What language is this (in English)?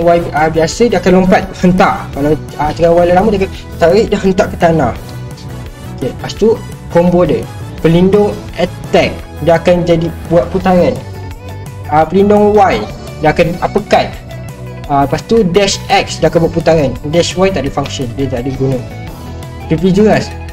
Malay